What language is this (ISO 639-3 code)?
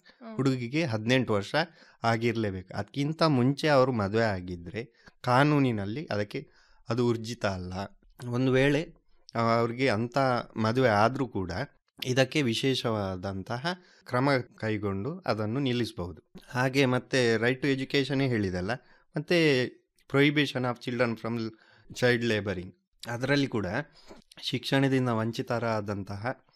kan